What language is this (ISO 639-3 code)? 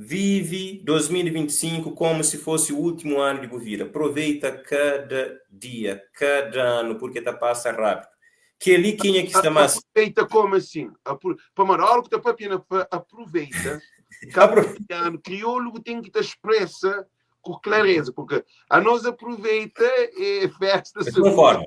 kea